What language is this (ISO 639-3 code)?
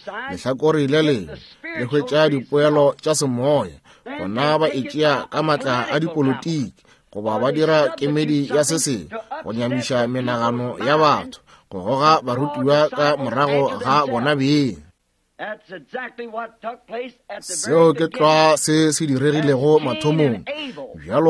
nso